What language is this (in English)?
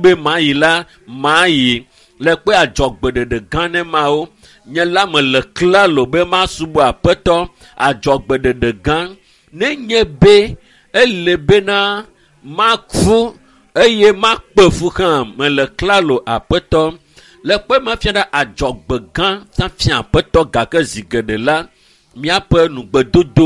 Ewe